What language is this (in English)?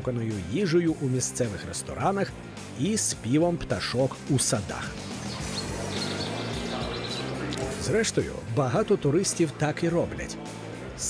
Ukrainian